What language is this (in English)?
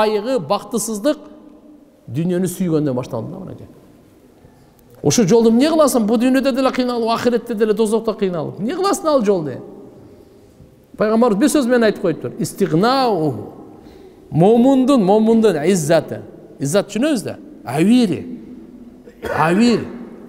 Kyrgyz